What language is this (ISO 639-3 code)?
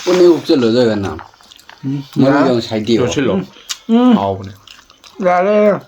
mni